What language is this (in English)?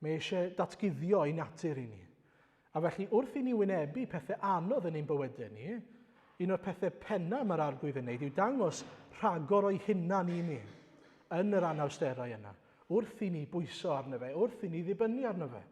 Welsh